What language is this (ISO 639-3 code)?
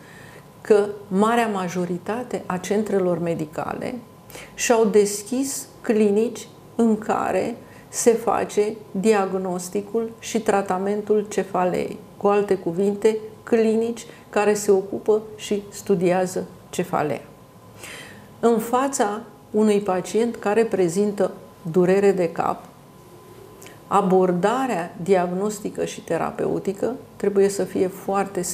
ron